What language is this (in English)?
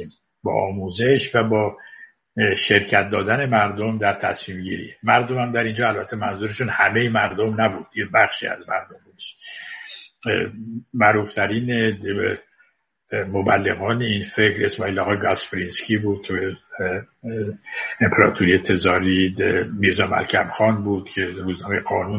Persian